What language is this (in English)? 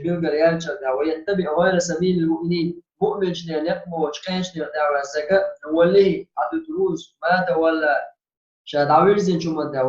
Chechen